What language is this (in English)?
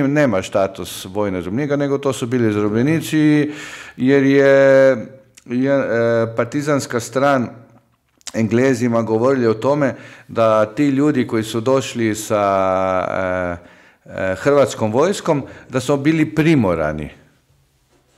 Croatian